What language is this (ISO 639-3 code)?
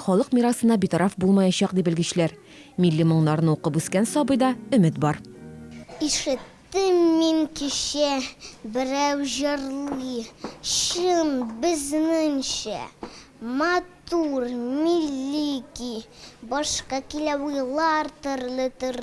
tat